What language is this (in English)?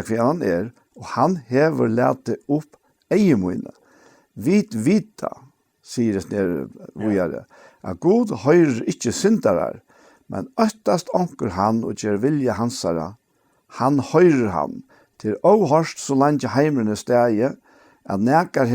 Faroese